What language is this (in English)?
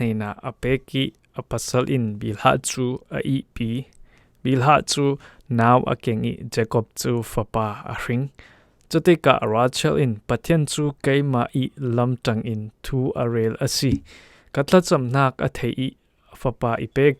Falam Chin